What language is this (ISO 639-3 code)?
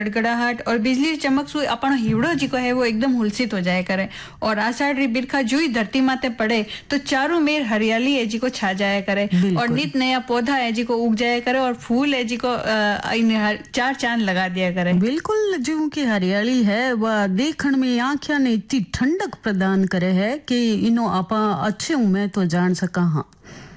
hin